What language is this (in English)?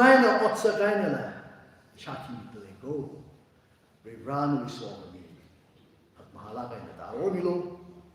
Tangkhul Naga (India)